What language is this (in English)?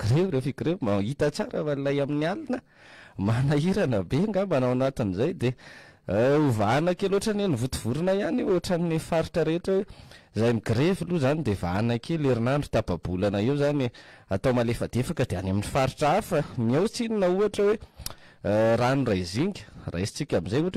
Malagasy